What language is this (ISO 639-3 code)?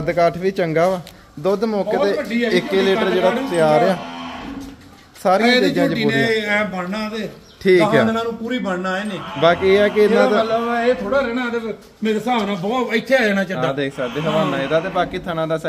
pan